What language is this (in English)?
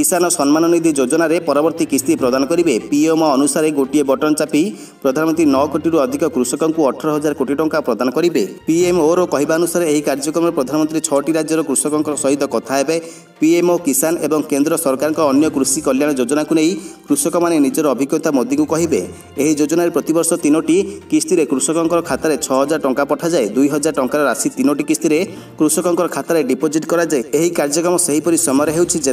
Odia